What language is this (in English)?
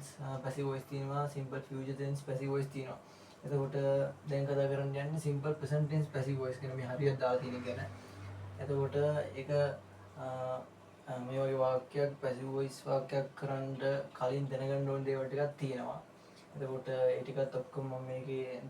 Sinhala